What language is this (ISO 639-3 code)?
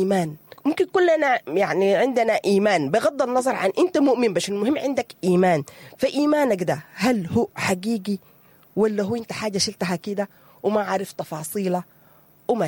apd